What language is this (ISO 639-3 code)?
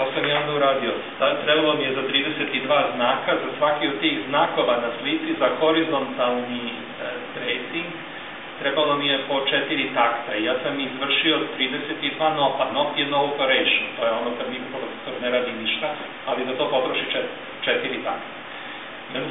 srp